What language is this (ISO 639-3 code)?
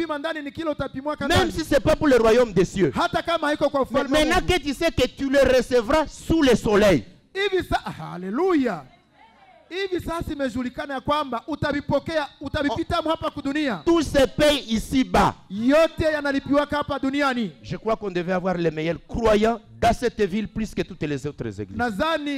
swa